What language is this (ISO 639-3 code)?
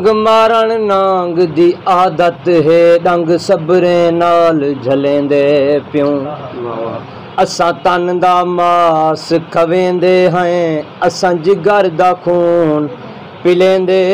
skr